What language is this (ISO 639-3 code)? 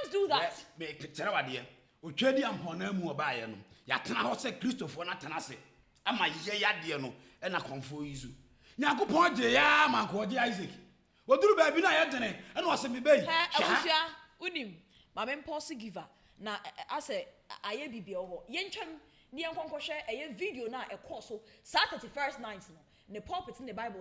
aka